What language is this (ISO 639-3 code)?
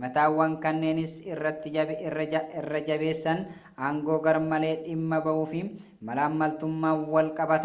orm